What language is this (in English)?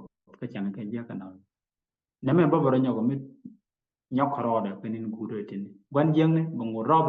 Nuer